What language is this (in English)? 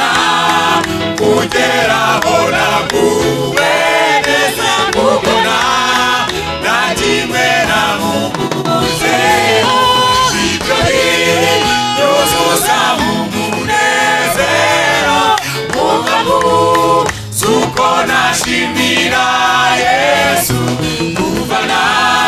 Kinyarwanda